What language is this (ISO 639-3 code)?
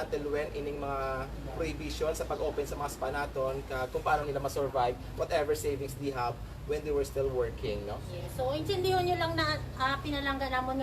hil